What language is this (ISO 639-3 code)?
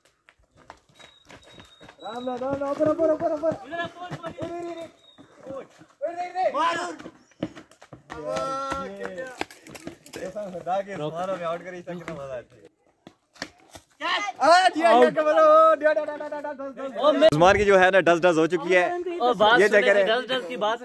hin